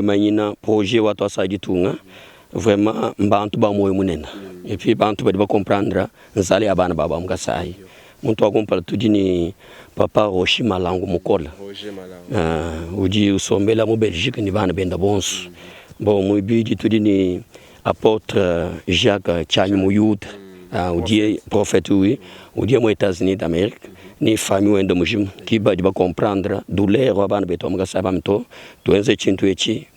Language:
Luba-Lulua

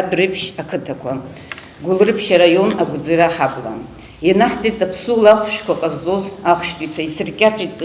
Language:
Abkhazian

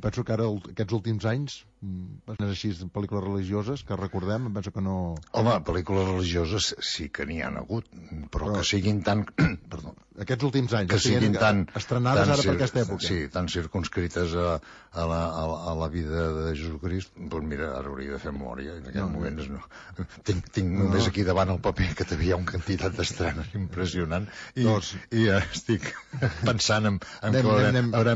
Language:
Catalan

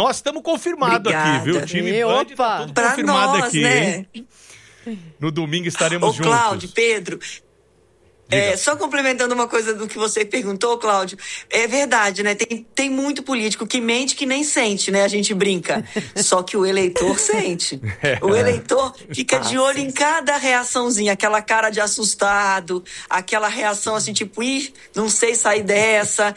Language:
Portuguese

